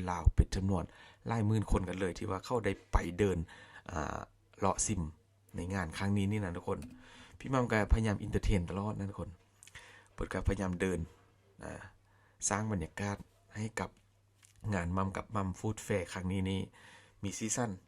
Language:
Lao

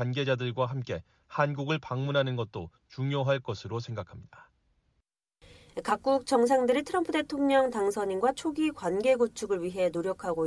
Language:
Korean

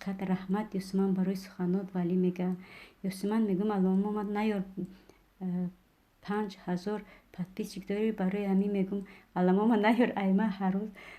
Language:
Tajik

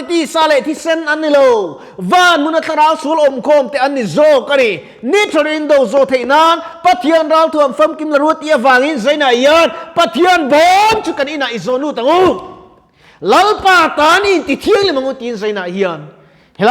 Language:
Mizo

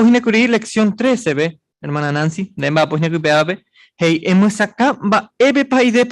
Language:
Guarani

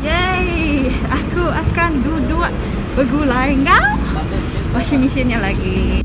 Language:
Iban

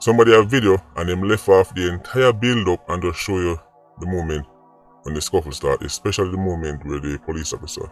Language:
Jamaican Creole English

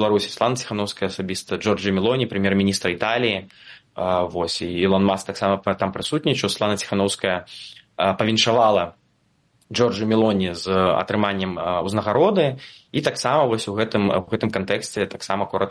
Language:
Belarusian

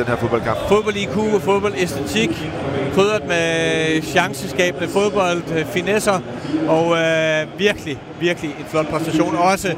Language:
Danish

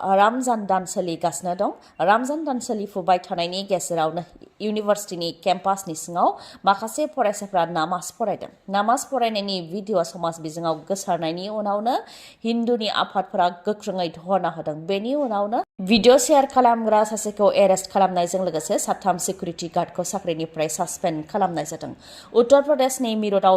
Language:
Bodo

